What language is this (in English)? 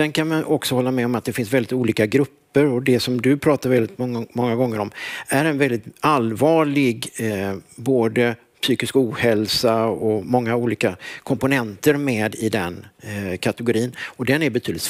Swedish